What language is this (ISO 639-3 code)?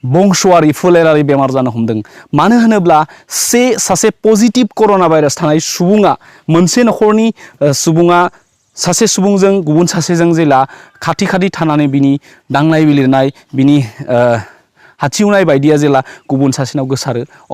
brx